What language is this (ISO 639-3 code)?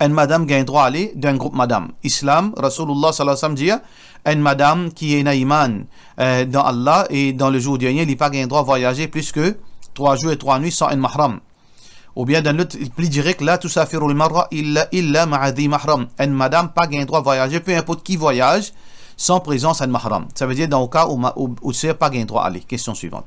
mfe